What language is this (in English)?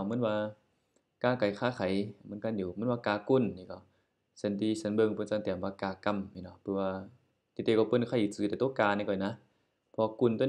Shan